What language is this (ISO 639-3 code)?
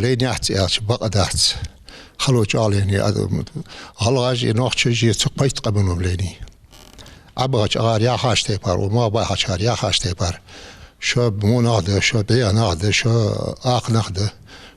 inh